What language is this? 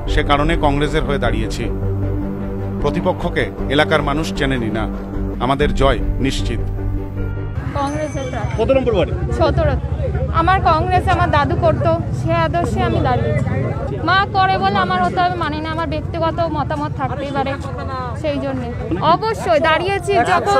Bangla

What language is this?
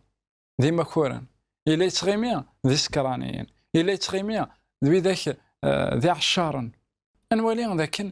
Kabyle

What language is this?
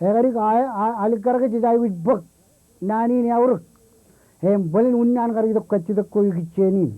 Marshallese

